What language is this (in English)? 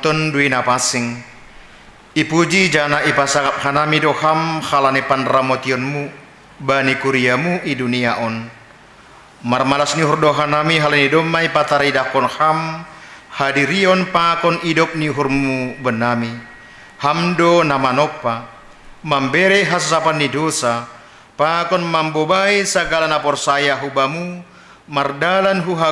Batak Simalungun